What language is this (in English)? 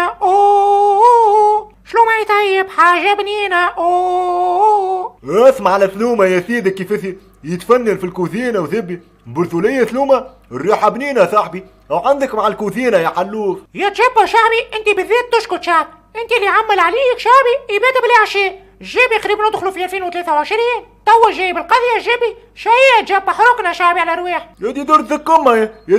Tunisian Arabic